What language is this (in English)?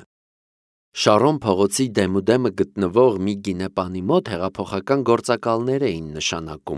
Armenian